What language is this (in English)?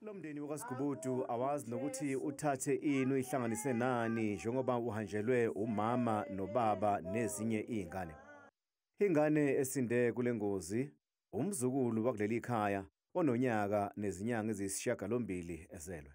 Zulu